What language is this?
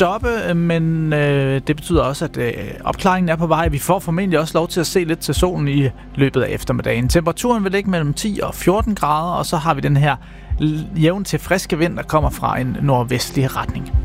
Danish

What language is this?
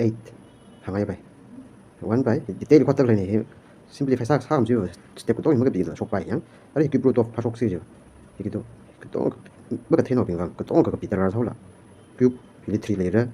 Tangkhul Naga (India)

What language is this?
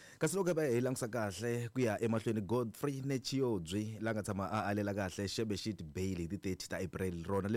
Tsonga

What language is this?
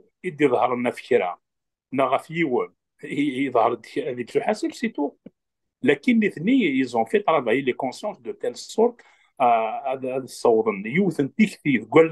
Kabyle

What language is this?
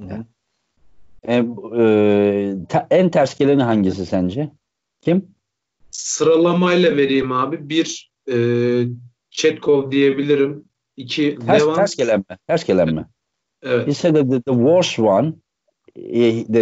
Turkish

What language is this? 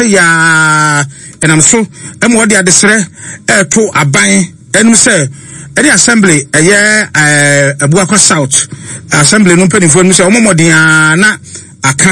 Akan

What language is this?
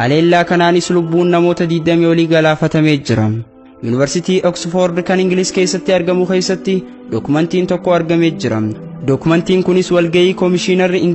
Oromo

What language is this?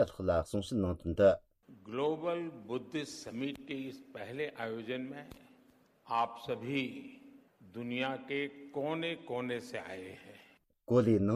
Tibetan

